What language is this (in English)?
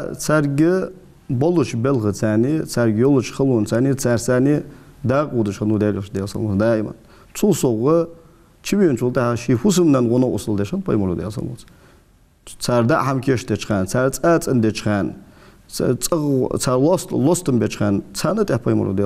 Ingush